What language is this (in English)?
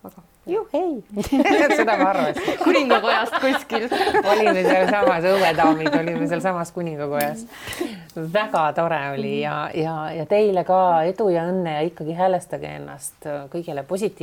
Estonian